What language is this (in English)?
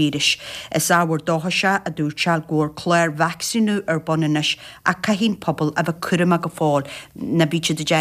Irish